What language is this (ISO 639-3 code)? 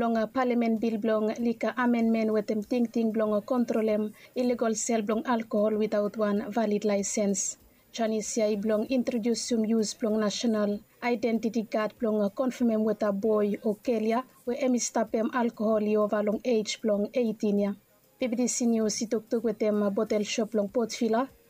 bis